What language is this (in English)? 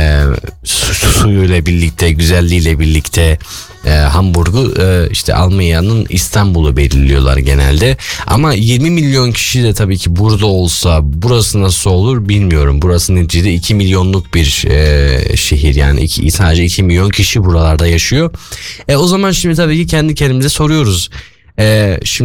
Turkish